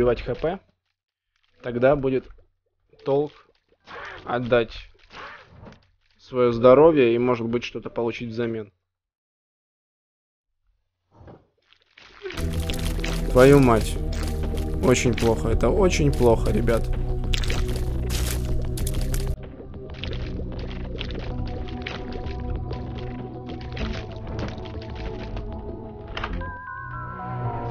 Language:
Russian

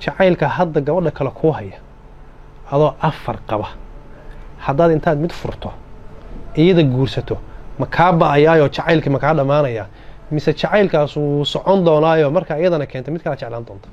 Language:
Somali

